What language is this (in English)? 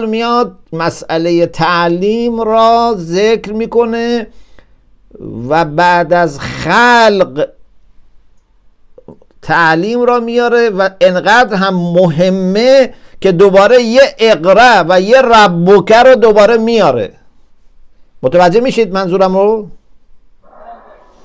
Persian